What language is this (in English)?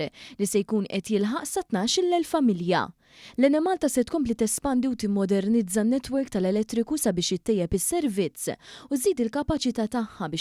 Maltese